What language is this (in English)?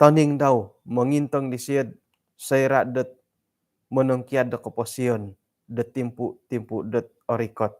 Central Dusun